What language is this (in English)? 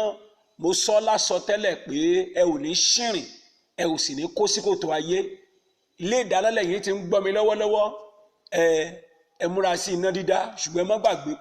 Yoruba